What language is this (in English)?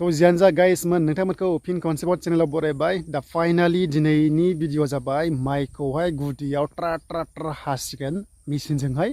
Bodo